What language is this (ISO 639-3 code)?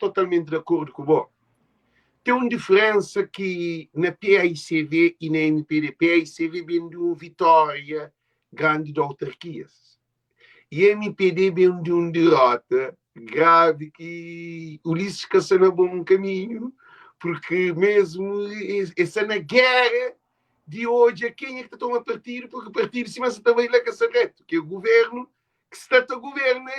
kea